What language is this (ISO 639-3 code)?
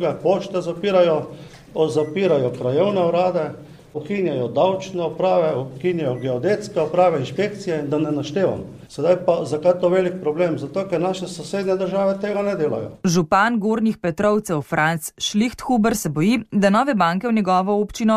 slv